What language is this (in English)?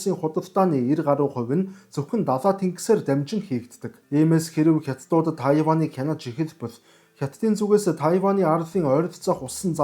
Mongolian